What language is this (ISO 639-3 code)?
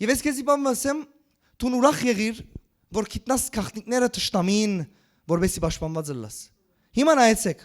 hyw